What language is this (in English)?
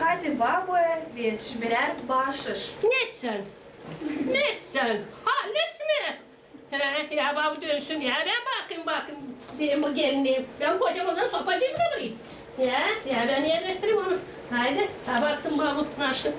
Gagauz